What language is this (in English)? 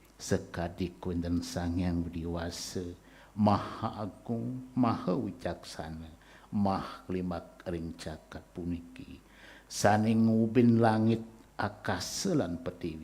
Balinese